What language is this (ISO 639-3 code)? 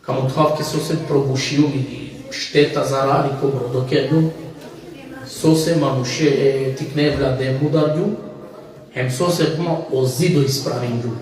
rmn